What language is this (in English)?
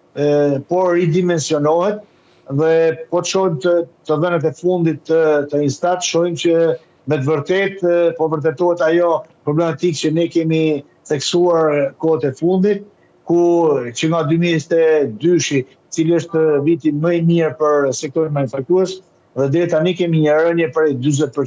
Albanian